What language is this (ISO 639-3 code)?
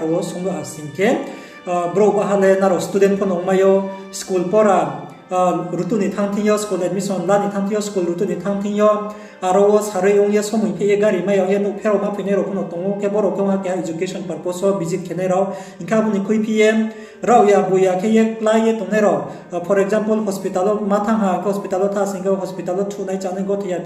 ria